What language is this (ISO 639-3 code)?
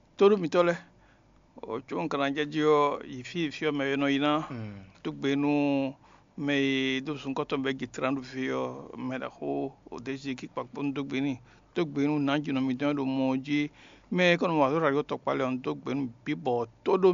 fon